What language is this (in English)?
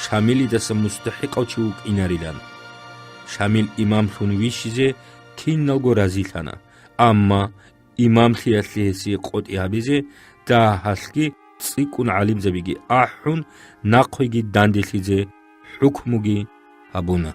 Avaric